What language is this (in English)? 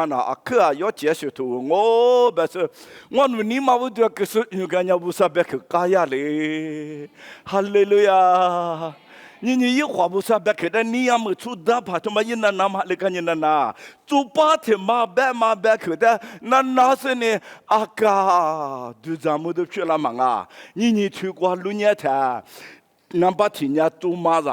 Lisu